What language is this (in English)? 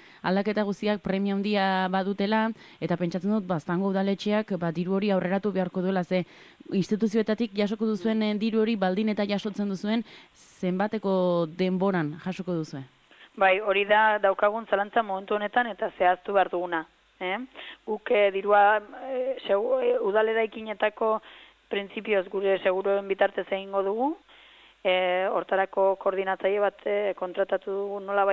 Basque